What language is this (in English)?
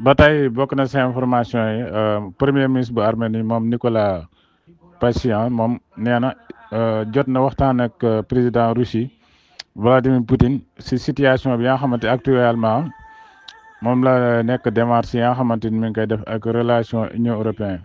Wolof